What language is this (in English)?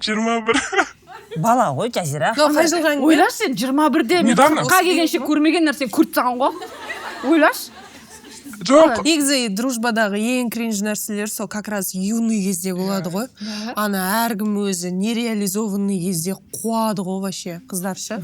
Kazakh